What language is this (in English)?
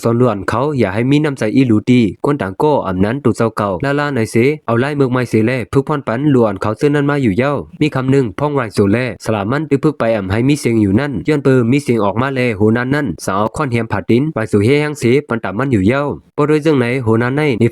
Shan